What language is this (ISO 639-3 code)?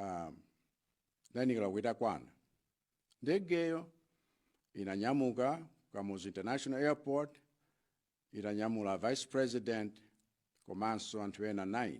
nya